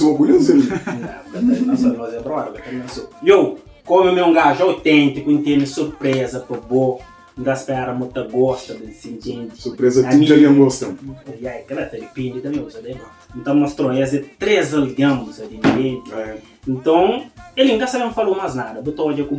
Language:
Kabuverdianu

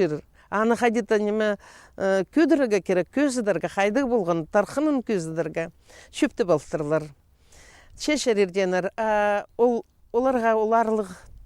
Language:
Khakas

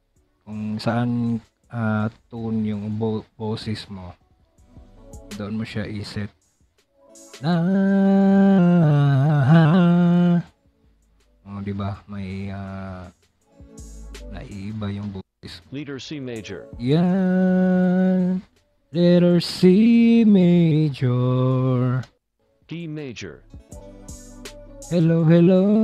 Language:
Filipino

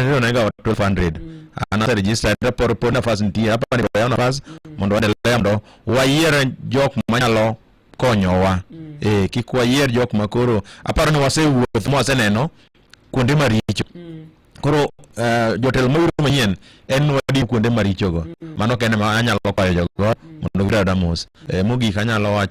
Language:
Luo (Kenya and Tanzania)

